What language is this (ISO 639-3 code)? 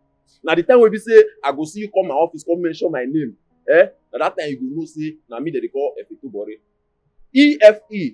pcm